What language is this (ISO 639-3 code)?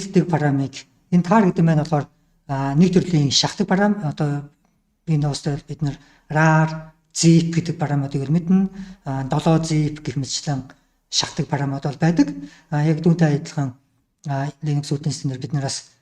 mon